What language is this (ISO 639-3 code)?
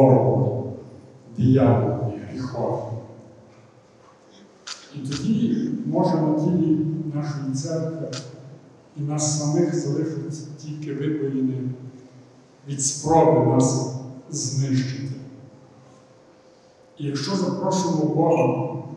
ukr